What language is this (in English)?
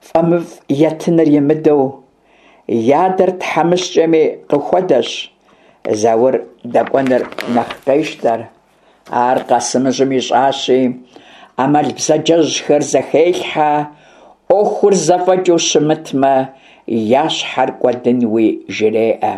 Kabardian